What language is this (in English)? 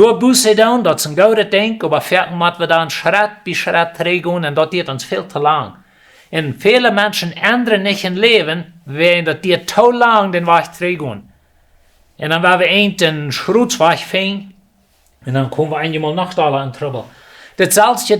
Plautdietsch